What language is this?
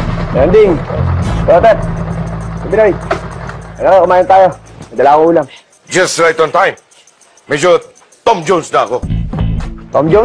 Filipino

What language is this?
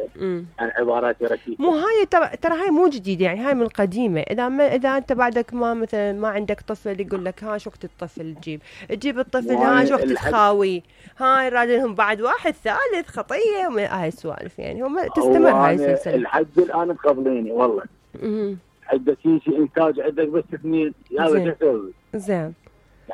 Mesopotamian Arabic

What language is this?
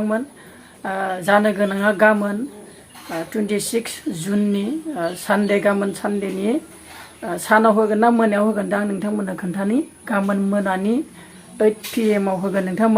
Bodo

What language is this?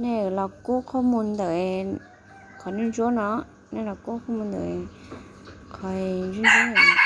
Hmong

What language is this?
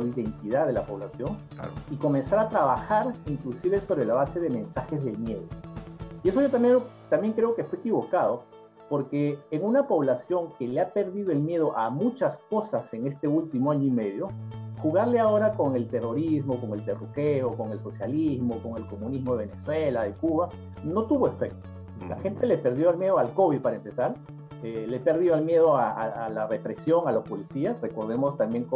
Spanish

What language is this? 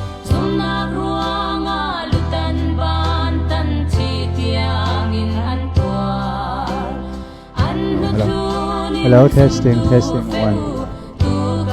Hakha Chin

